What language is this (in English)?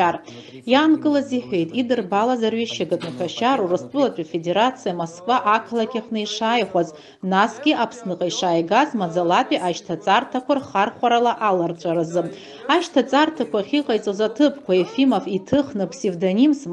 Abkhazian